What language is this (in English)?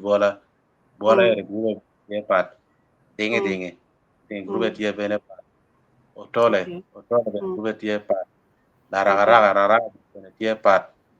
Acoli